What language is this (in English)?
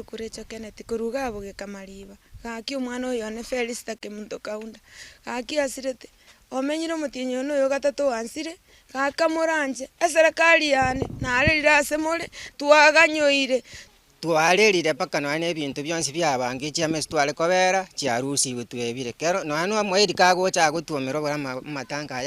Gusii